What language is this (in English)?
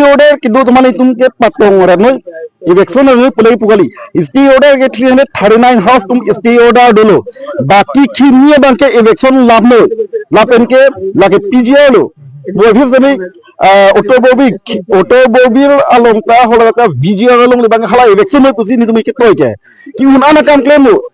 Karbi